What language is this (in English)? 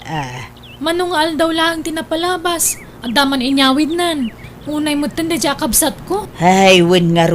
Iloko